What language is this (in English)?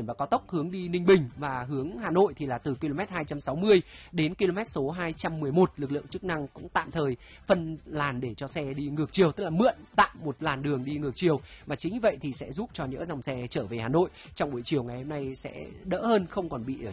Vietnamese